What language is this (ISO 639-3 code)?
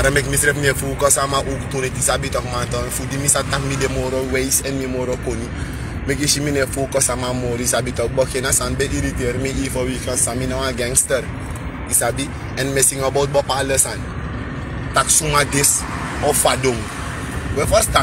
srn